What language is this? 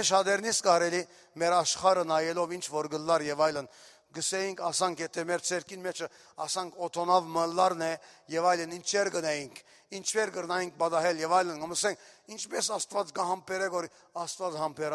Western Armenian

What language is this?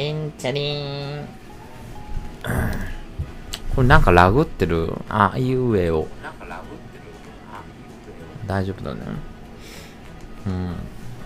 Japanese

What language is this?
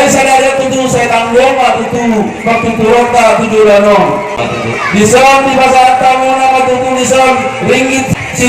Batak Toba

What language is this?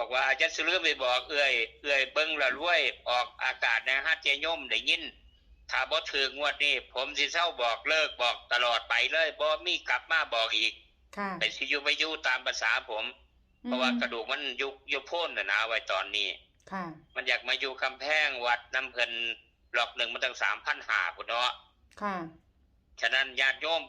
Northeastern Thai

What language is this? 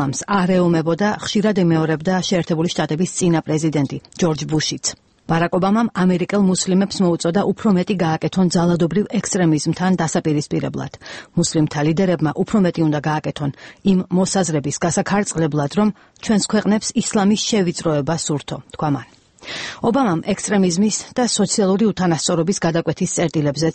Georgian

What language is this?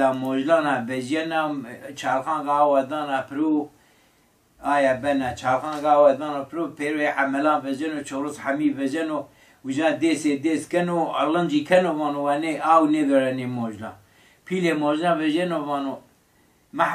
Zaza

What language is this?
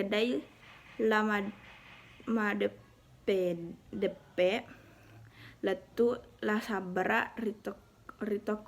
Buginese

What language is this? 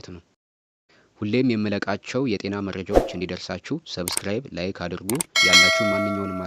Amharic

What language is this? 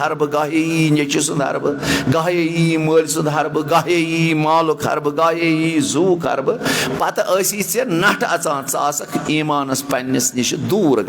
Kashmiri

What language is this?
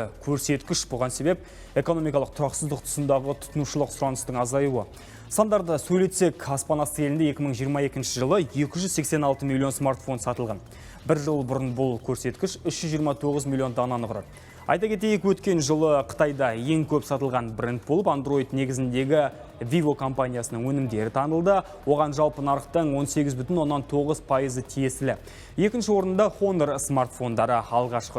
Kazakh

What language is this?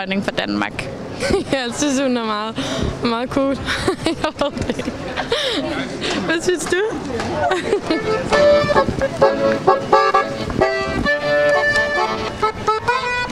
Danish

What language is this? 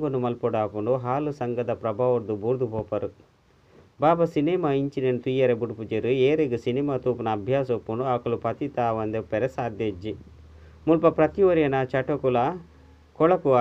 Tulu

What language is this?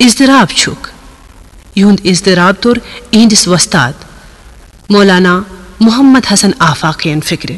Kashmiri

